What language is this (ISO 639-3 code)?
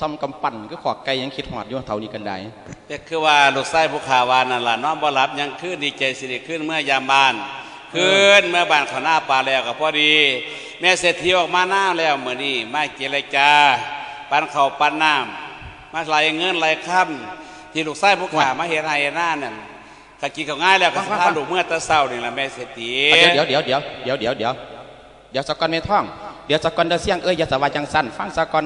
lao